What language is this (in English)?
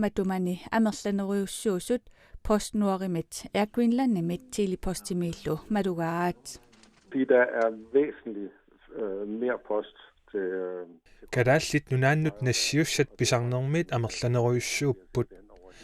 Kalaallisut